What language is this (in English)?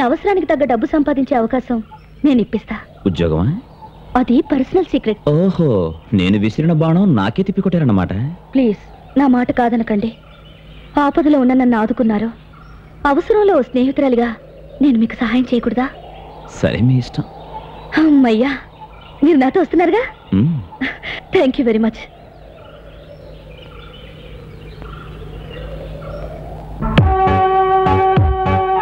Telugu